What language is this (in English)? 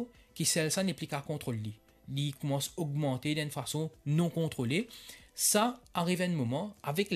Morisyen